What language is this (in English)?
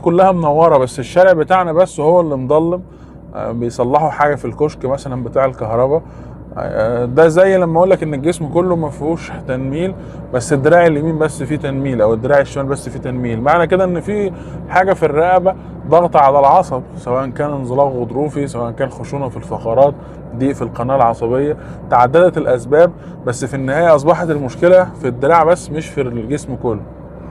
Egyptian Arabic